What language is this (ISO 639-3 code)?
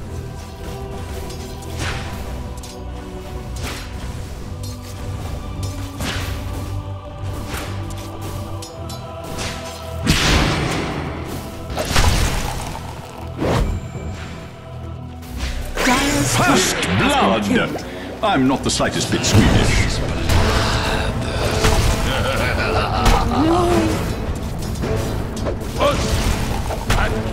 eng